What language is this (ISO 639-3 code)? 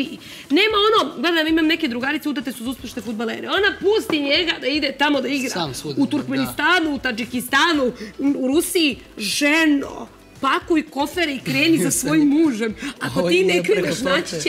srp